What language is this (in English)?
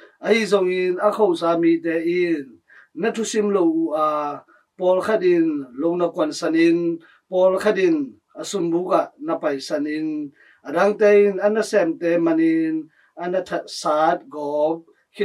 Tedim Chin